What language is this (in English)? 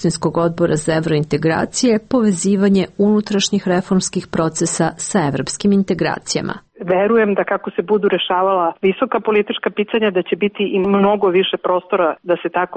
Serbian